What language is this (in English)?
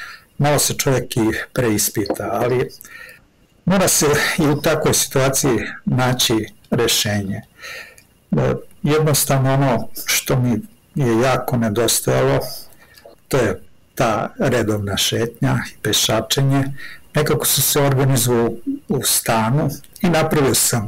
Serbian